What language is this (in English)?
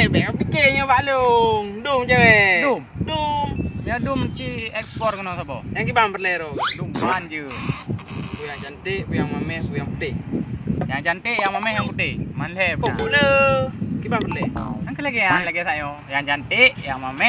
Achinese